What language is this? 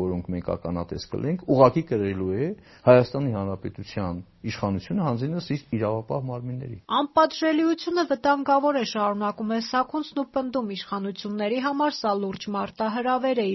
Armenian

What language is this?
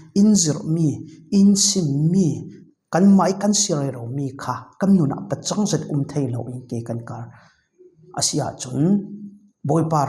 Falam Chin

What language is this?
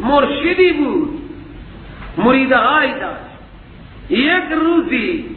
Persian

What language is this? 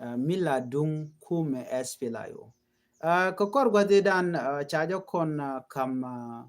Nuer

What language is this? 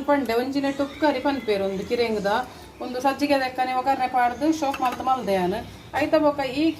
Tulu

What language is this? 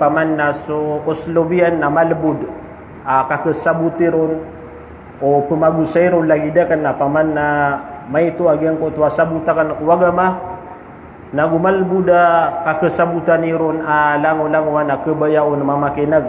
Maranao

